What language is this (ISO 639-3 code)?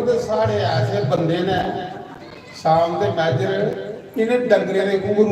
doi